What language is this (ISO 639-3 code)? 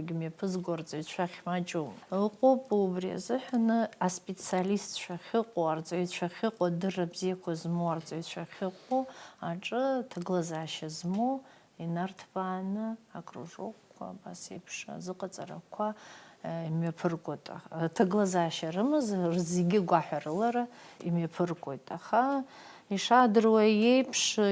abk